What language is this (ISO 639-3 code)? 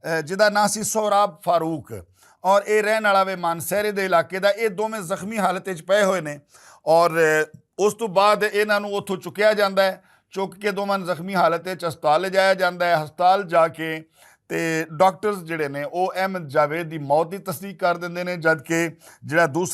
lah